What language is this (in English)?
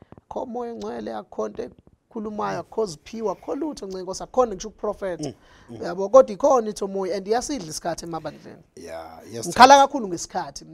Zulu